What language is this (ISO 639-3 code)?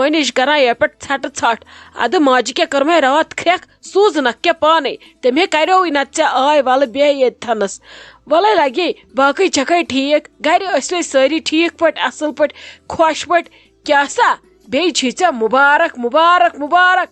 kas